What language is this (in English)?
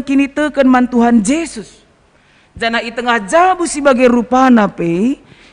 Batak Karo